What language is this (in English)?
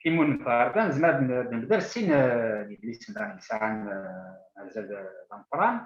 Kabyle